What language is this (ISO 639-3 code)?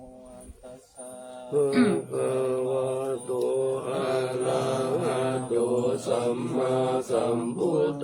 pli